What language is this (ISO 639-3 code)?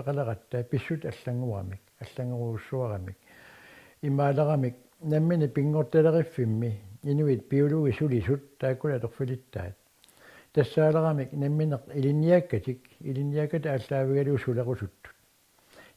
kal